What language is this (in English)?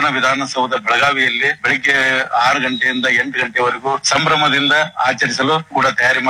Kannada